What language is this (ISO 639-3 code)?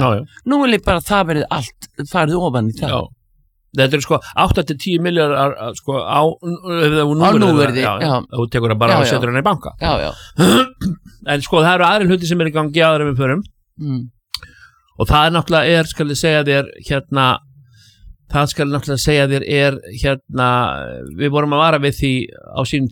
isl